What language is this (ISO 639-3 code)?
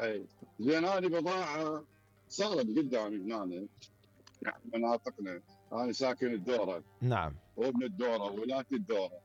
acm